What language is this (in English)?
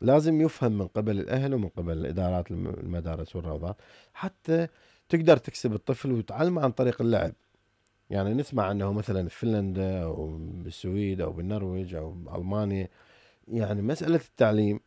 Mesopotamian Arabic